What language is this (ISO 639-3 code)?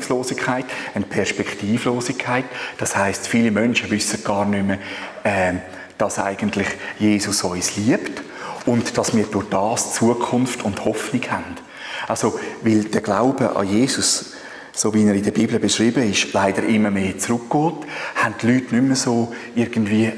gsw